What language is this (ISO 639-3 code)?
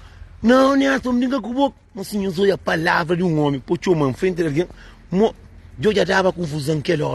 kea